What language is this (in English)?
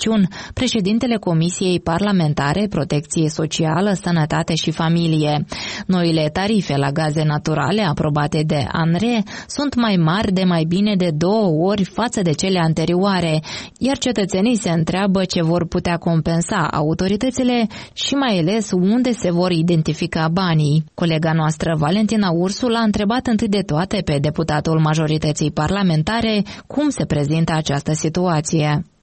Romanian